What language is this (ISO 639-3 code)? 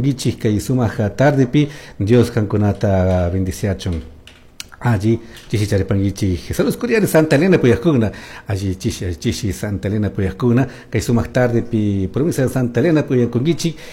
qug